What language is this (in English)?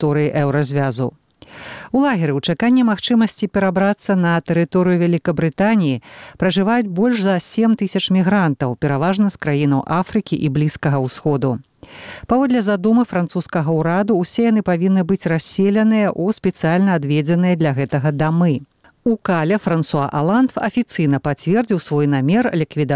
Belarusian